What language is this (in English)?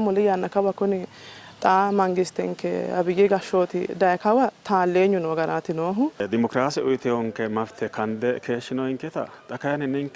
Sidamo